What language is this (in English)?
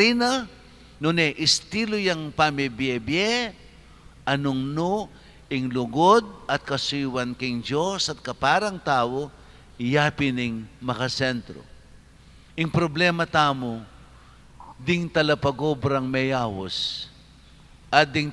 Pampanga